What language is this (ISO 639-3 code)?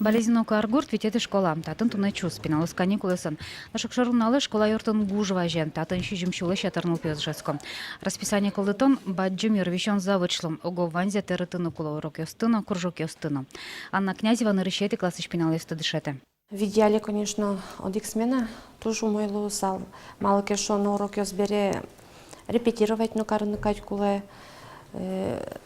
udm